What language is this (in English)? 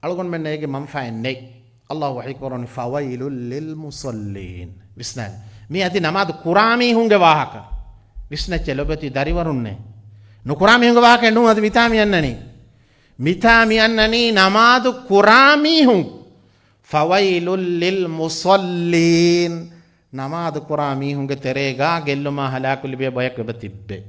Divehi